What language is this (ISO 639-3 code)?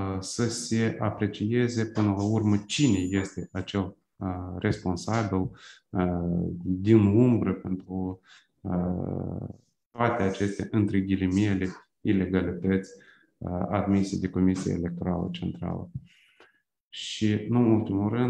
ron